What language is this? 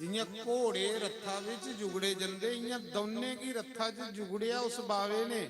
Dogri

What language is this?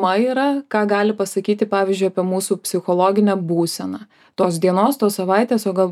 Lithuanian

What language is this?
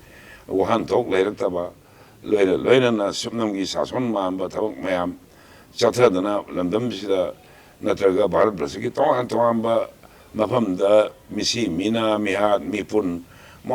Manipuri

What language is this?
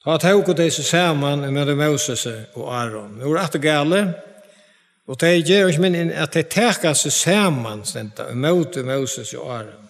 Faroese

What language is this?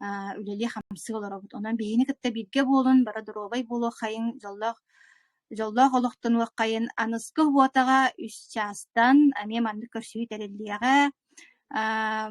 Yakut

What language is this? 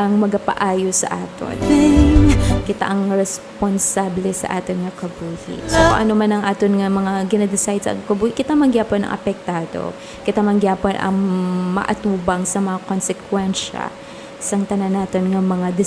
Hiligaynon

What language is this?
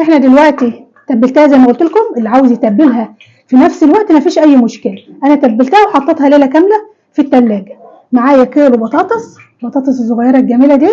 Egyptian Arabic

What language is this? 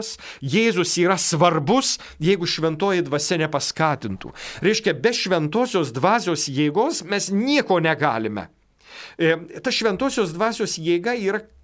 Lithuanian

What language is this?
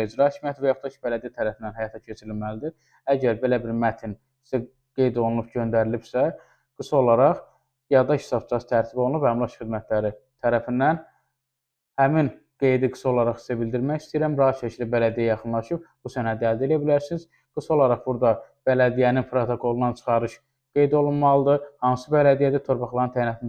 Azerbaijani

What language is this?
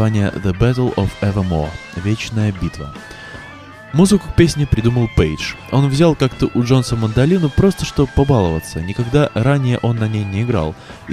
Russian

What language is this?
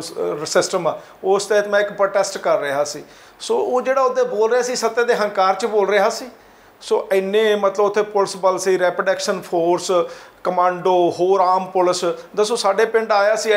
Punjabi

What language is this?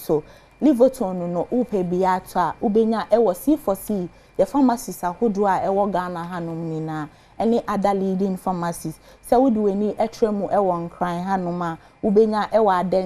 Akan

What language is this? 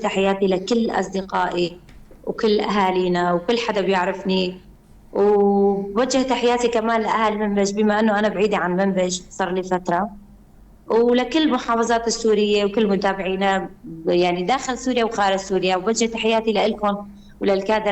North Levantine Arabic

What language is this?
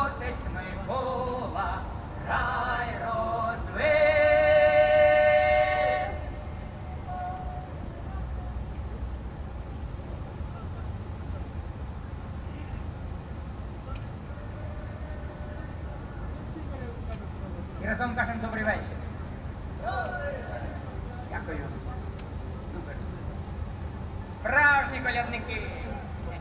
Ukrainian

